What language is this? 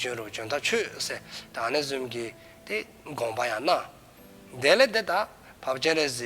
Dzongkha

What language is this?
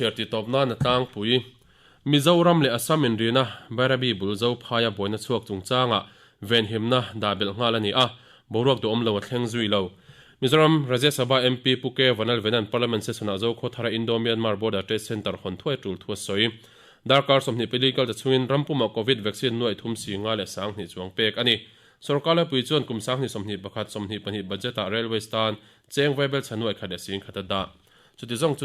Mizo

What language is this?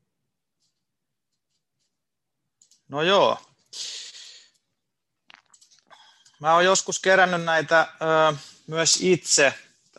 Finnish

